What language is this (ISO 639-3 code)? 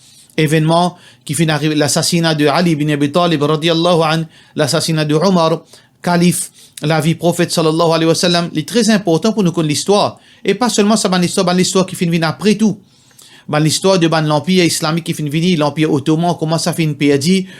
mfe